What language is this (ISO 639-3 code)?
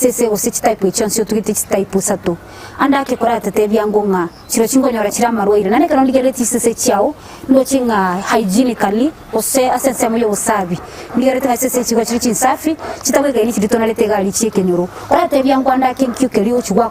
guz